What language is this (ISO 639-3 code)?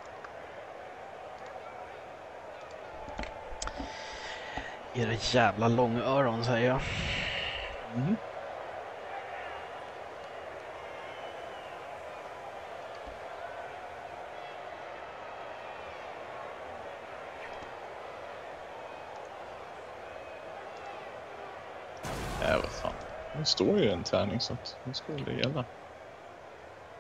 swe